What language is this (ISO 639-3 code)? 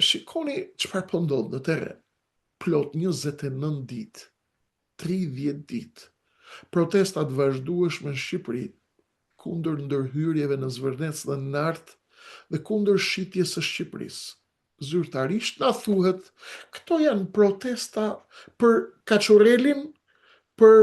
sqi